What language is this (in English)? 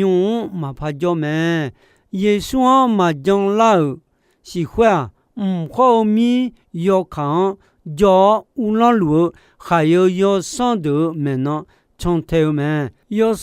Akha